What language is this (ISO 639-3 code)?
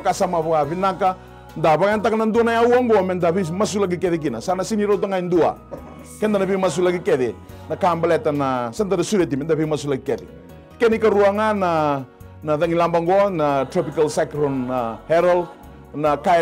fij